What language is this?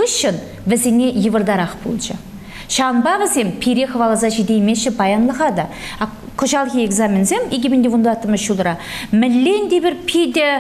Chuvash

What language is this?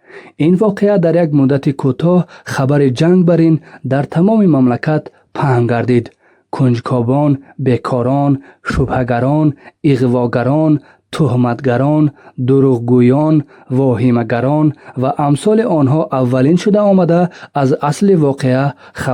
Tajik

